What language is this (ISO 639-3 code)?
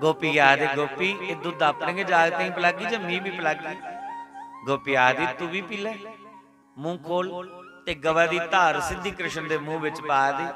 doi